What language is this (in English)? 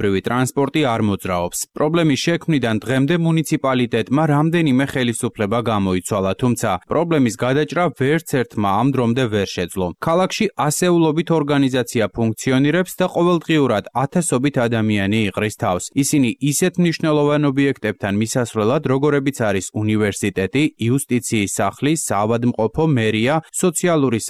Georgian